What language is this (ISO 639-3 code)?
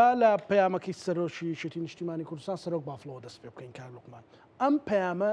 ckb